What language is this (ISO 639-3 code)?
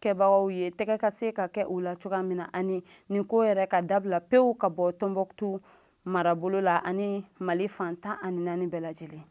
bam